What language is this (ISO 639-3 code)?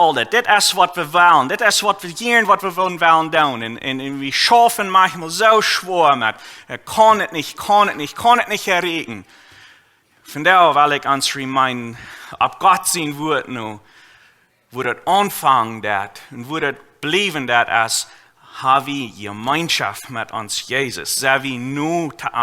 pdt